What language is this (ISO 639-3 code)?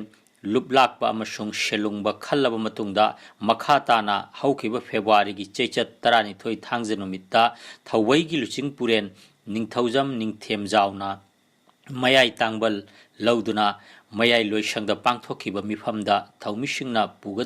mni